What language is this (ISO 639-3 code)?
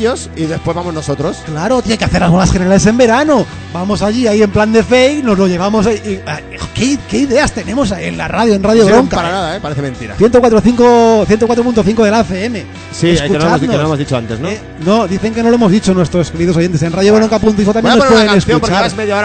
spa